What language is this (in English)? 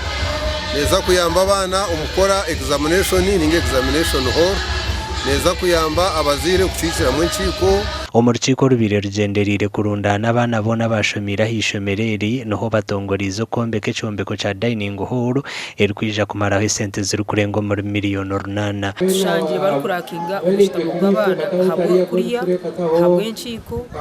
Nyankole